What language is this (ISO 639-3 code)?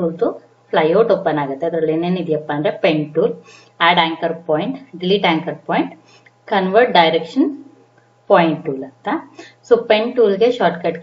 kan